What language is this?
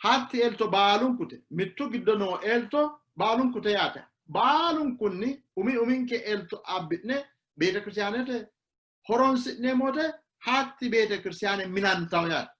Sidamo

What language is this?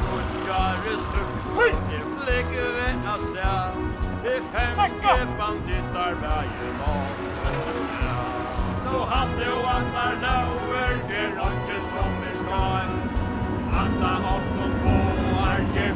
Faroese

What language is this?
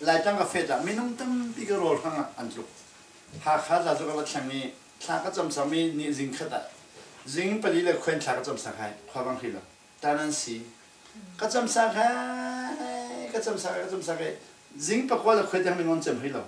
Falam Chin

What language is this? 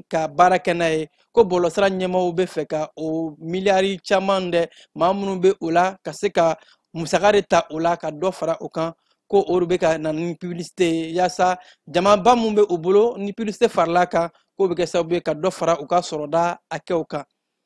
Bambara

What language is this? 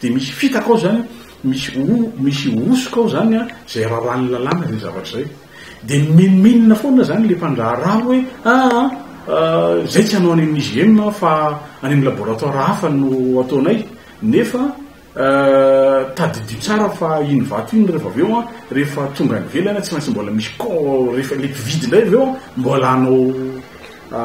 Malagasy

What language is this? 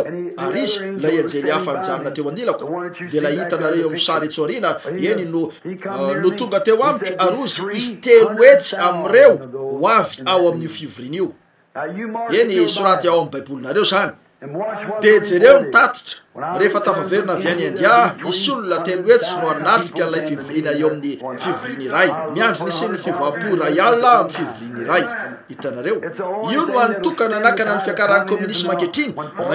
Malagasy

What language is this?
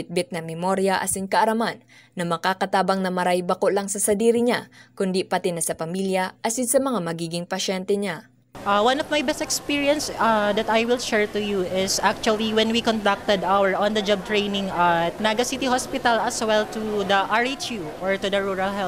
Bikol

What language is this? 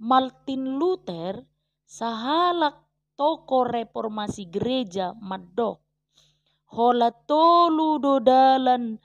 Batak Toba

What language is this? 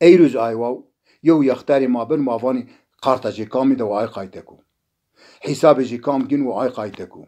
Zaza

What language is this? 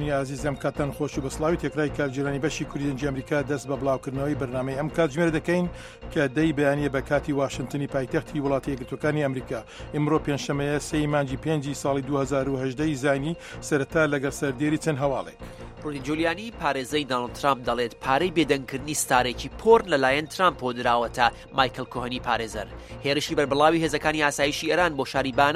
Central Kurdish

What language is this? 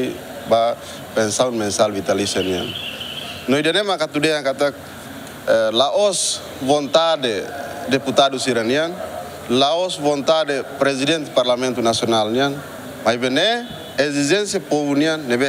Tetum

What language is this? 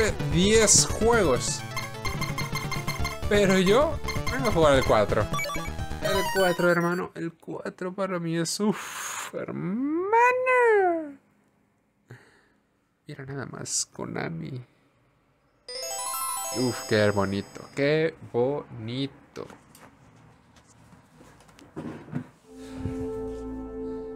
Spanish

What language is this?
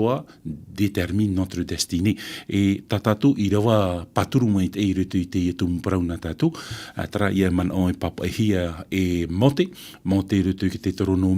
Tahitian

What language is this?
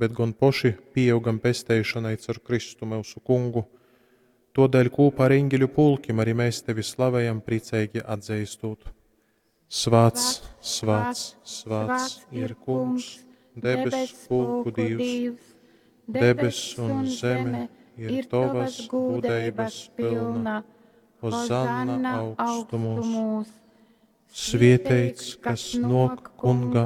Latgalian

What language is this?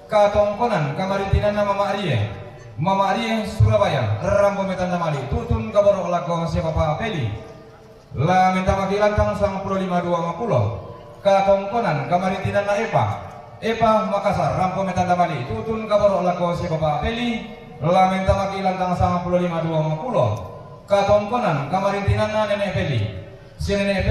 Toraja-Sa'dan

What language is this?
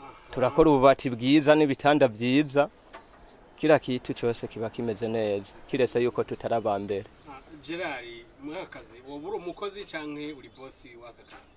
Rundi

